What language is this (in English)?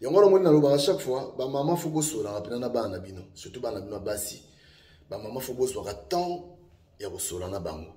Lingala